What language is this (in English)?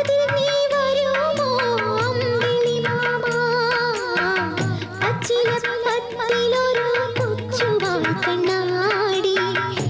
Malayalam